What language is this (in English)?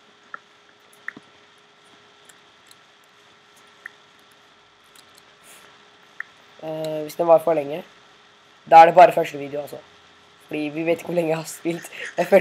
Norwegian